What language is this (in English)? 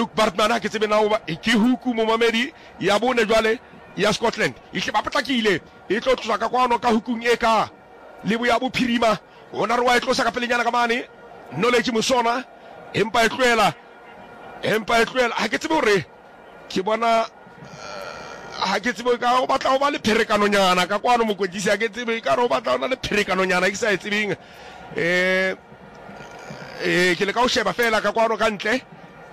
Southern Sotho